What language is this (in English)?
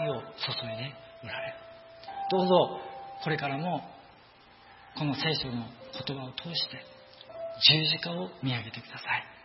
Japanese